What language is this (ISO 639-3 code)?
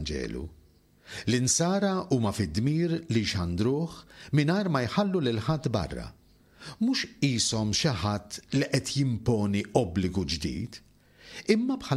mlt